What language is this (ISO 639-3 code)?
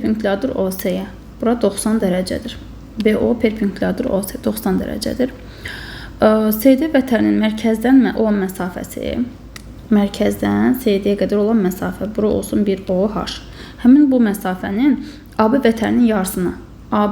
aze